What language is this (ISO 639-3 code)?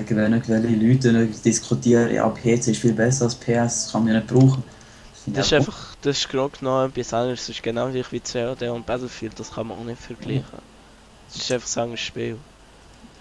gsw